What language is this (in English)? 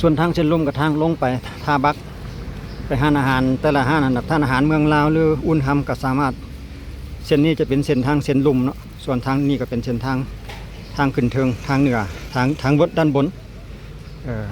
Lao